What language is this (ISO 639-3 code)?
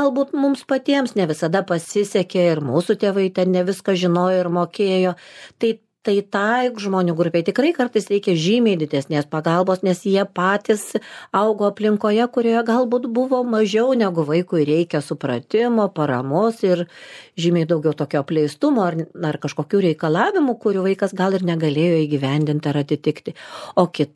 lit